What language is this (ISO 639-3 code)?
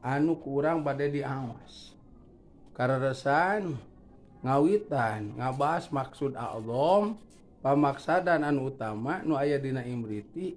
sun